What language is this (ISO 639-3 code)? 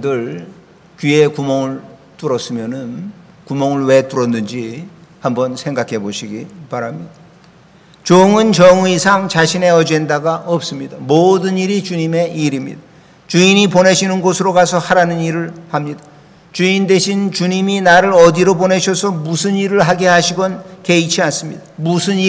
kor